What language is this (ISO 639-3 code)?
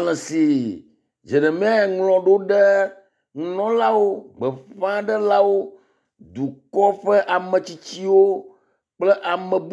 ewe